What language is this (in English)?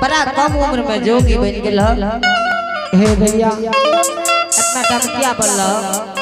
Angika